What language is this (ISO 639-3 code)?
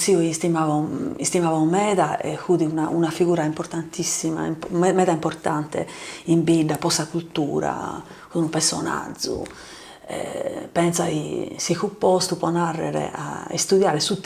srd